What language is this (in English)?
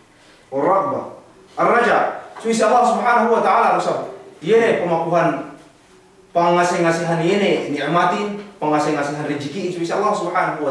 Yakan